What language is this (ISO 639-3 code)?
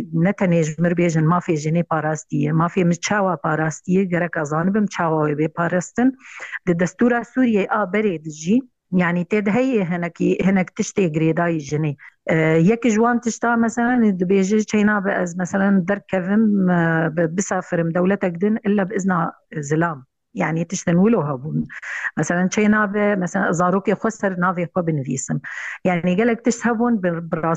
kur